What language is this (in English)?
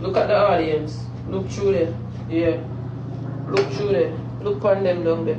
Jamaican Creole English